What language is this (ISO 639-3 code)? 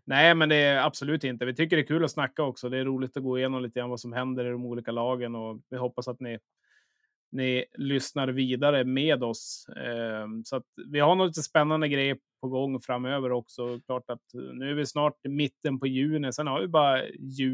swe